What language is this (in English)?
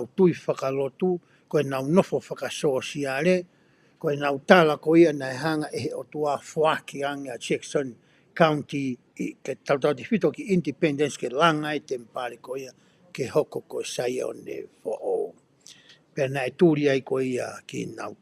Tongan